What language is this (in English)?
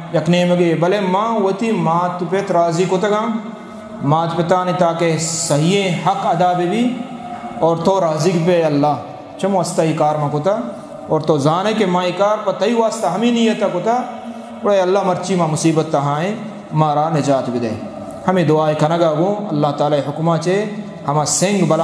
Eastern Balochi